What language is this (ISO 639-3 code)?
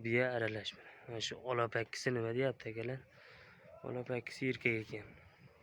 uzb